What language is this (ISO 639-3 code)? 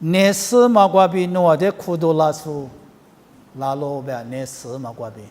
lis